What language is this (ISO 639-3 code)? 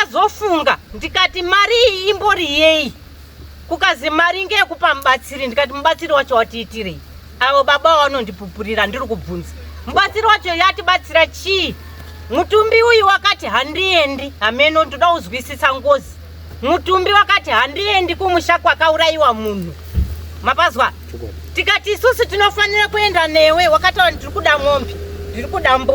sna